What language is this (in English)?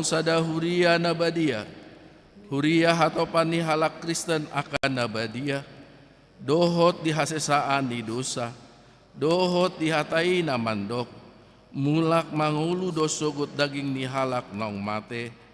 Batak Toba